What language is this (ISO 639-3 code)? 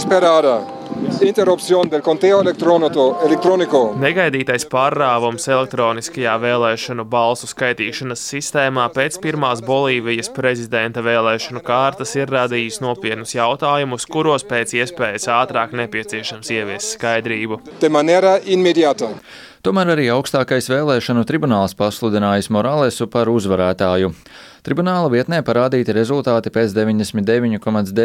lav